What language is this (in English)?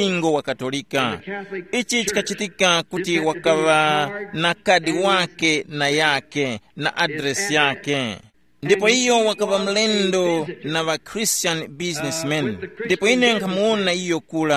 Tumbuka